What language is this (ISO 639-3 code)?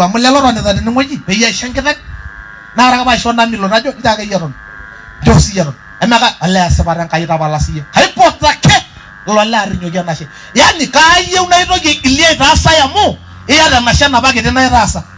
mas